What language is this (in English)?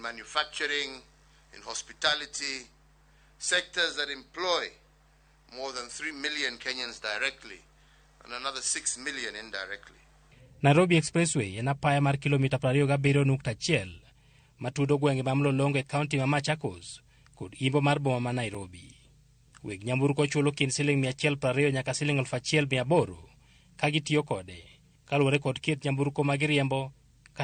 Luo (Kenya and Tanzania)